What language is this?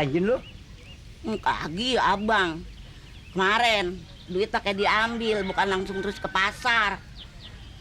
Betawi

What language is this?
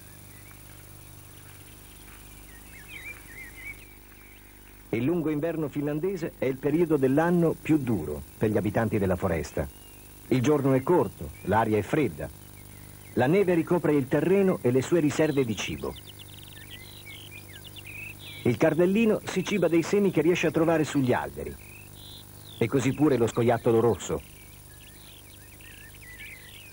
Italian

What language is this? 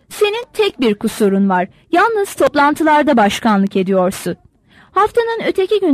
Turkish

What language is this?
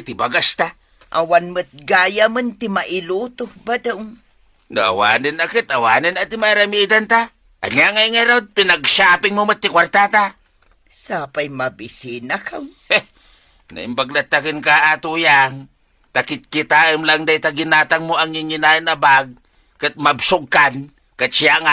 Iloko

